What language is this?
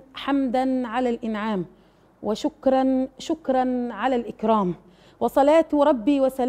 Arabic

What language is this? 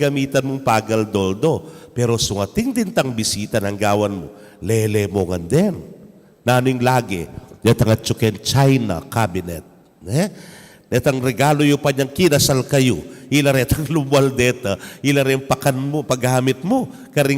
Pampanga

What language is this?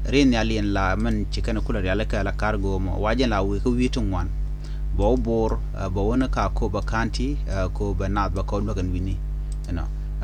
Nuer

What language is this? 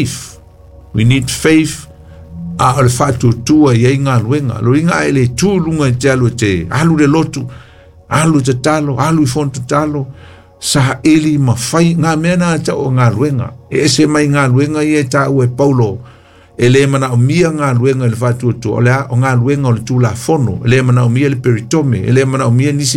Samoan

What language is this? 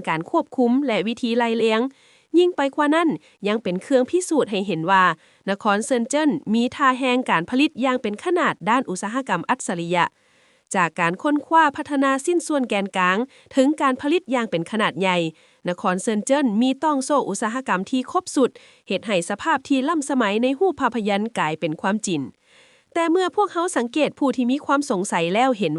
Lao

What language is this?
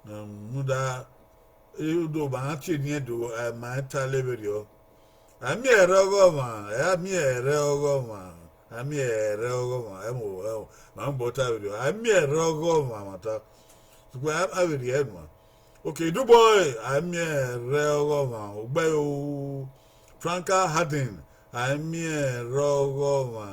Bini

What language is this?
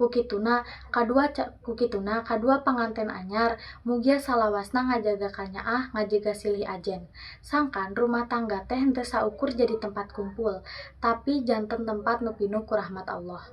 Sundanese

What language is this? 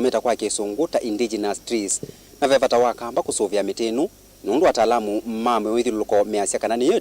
Kamba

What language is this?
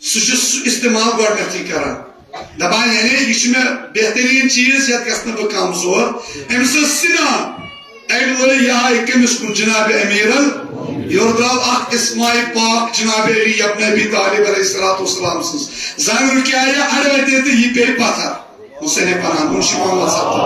Kashmiri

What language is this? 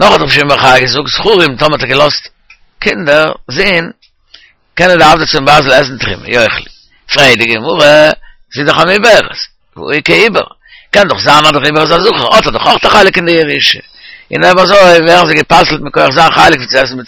Yiddish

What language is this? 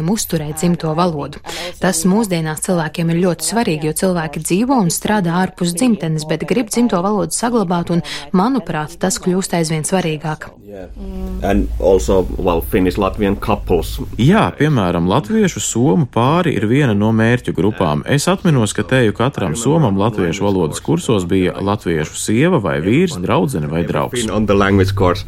Latvian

